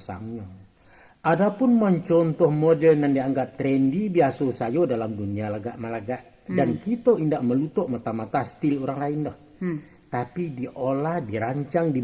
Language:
Minangkabau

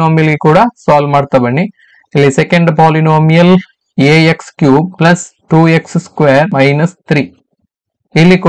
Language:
Kannada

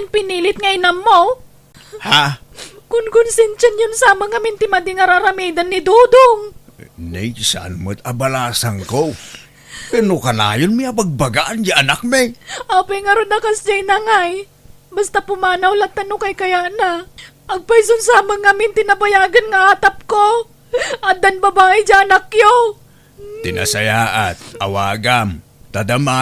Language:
Iloko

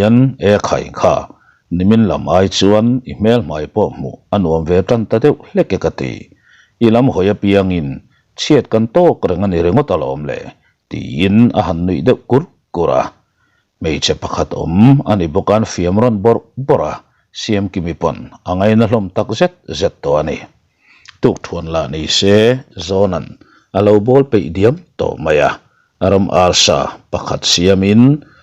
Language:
Mizo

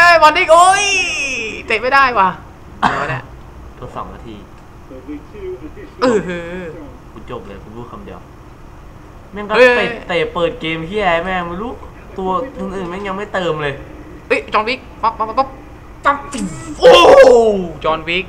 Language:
Thai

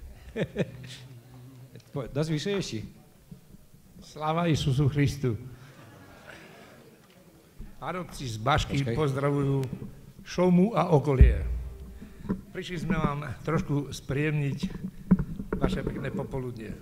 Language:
Slovak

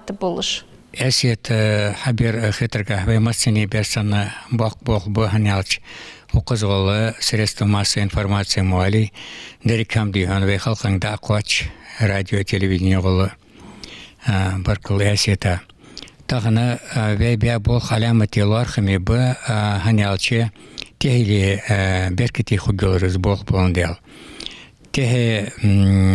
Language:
Ingush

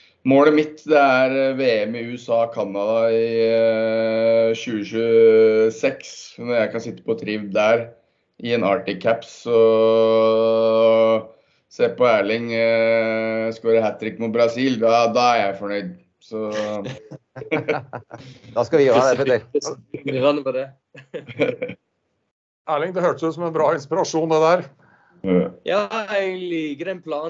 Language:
Norwegian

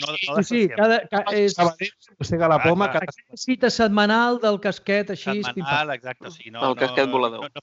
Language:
Catalan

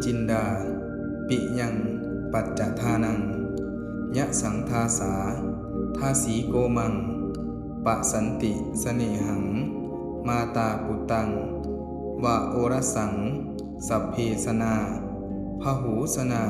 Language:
Pali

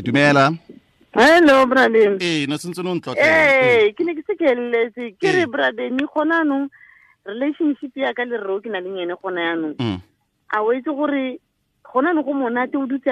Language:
Tswana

